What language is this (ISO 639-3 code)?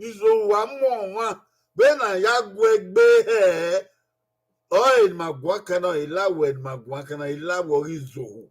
bin